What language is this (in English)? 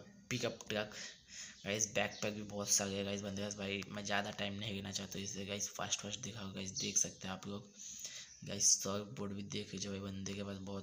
Hindi